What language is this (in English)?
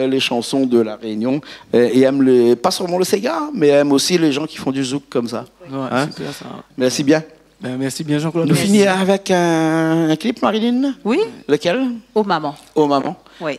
Réunion Creole French